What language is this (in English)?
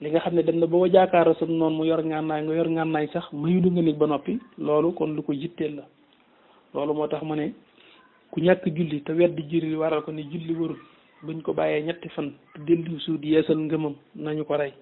Wolof